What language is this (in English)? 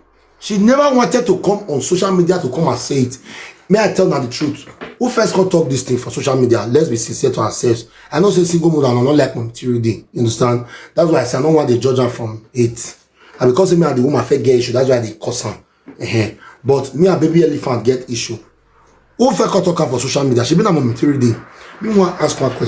Nigerian Pidgin